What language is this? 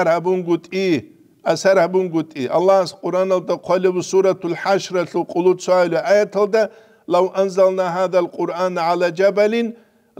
Avaric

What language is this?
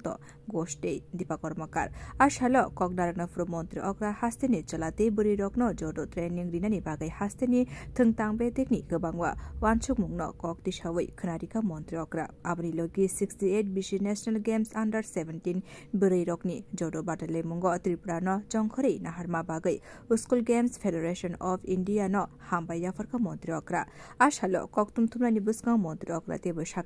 Kok Borok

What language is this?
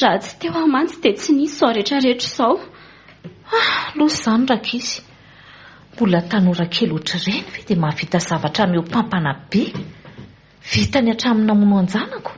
Malagasy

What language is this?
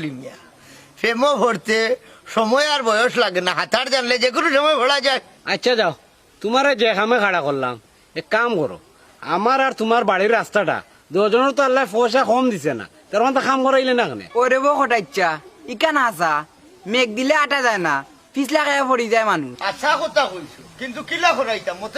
Sylheti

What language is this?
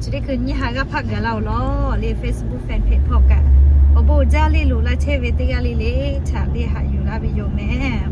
Lahu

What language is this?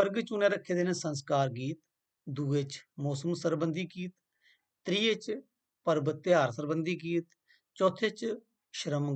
Dogri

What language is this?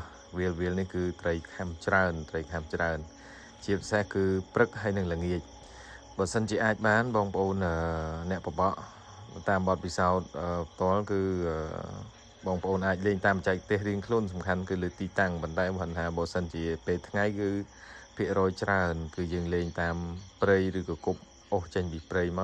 Khmer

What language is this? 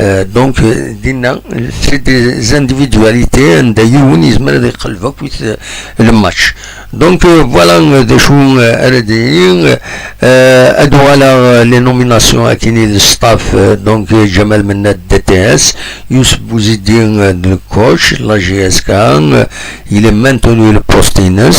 Kabyle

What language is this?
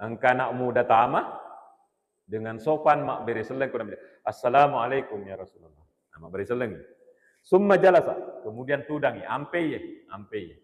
Buginese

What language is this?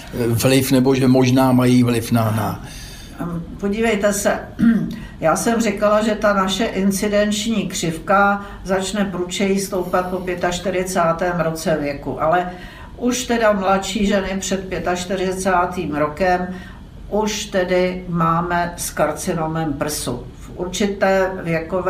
Czech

